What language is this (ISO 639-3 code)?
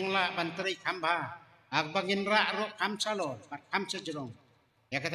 kha